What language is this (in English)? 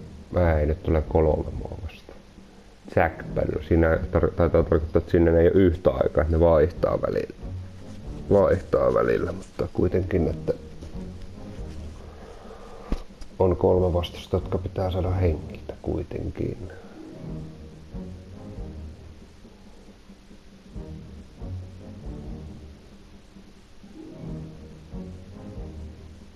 Finnish